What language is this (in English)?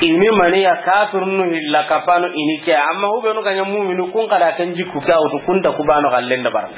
Soninke